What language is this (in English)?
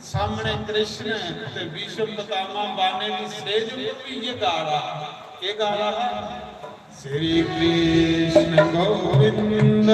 Dogri